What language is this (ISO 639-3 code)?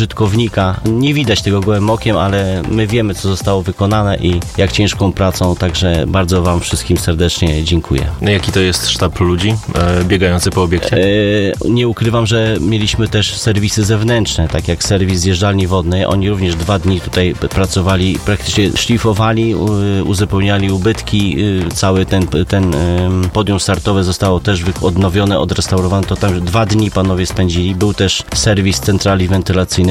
pol